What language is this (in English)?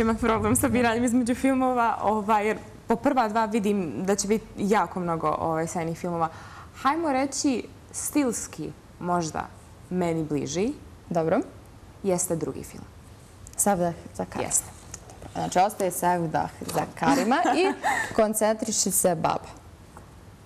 Bosnian